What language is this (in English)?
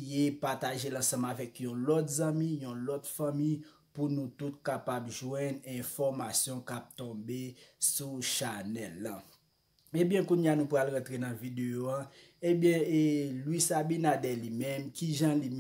Haitian Creole